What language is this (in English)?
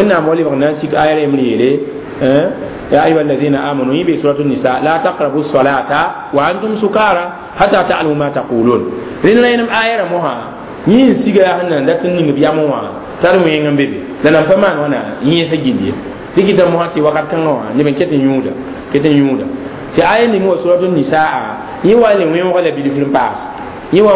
Mossi